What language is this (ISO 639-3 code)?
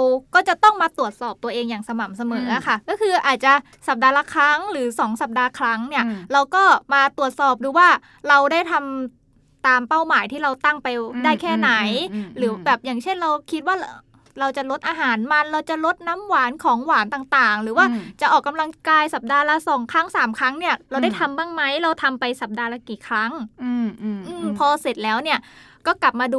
tha